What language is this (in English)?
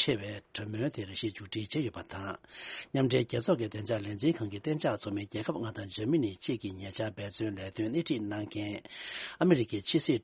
Tibetan